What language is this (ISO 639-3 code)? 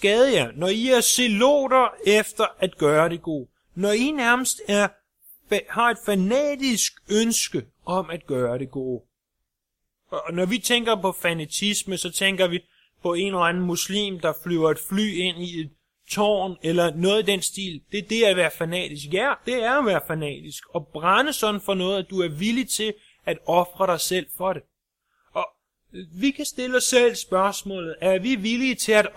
dan